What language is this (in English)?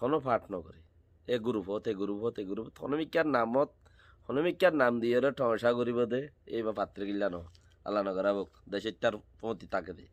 Rohingya